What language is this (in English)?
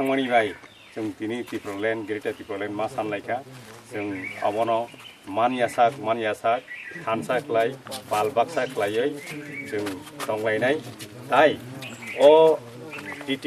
Kok Borok